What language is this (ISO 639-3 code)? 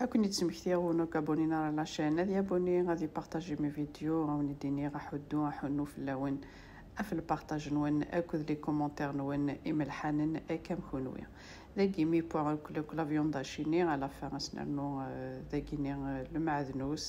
kab